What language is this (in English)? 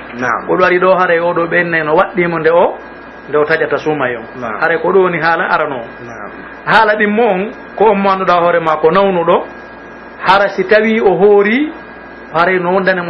Pular